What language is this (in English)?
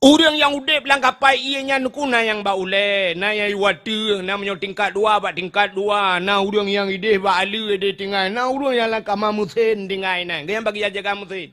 Achinese